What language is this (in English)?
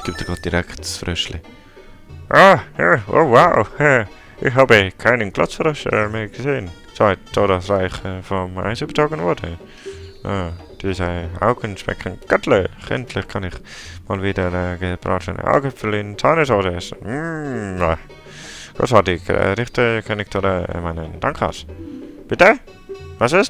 Swiss German